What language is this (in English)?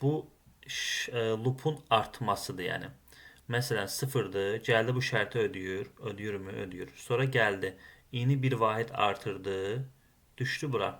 Azerbaijani